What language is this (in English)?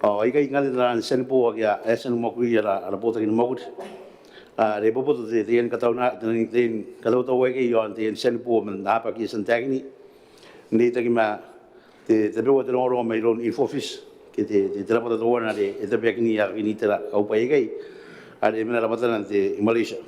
Gilbertese